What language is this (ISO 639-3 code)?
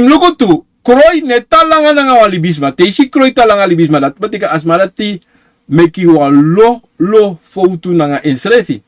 srn